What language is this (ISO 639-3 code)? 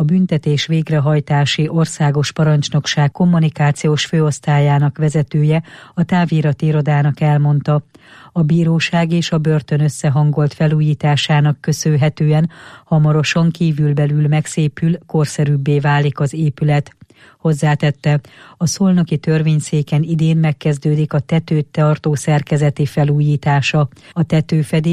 hun